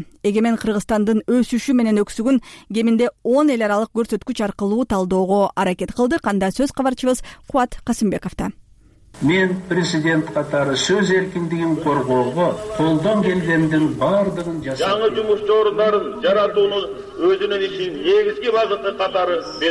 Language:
Kyrgyz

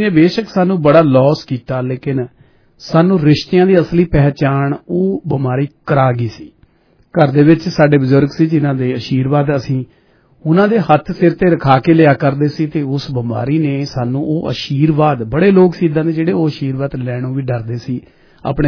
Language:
Punjabi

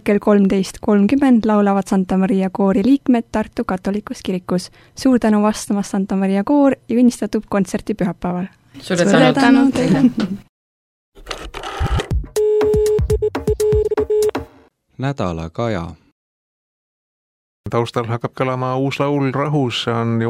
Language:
Estonian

